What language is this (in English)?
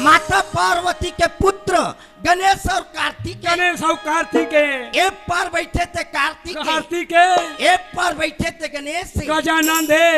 Chhattisgarhi